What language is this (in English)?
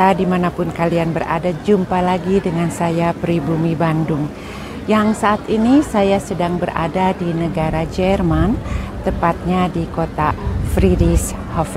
Indonesian